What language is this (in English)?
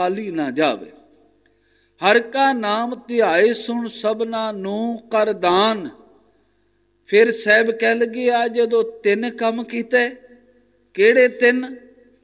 Punjabi